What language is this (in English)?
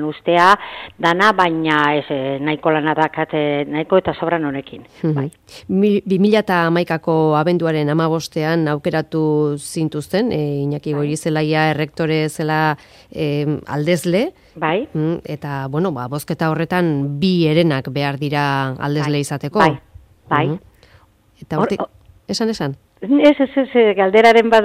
Basque